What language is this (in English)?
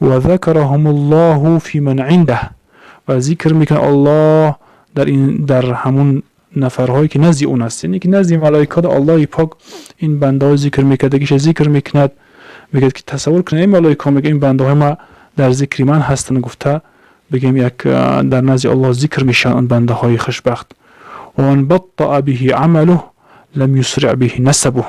Tajik